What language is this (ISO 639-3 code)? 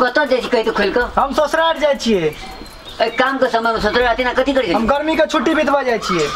mai